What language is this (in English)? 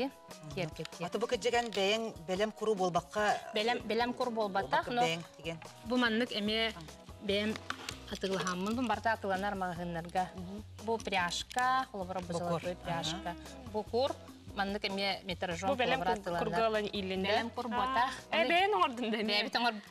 Yakut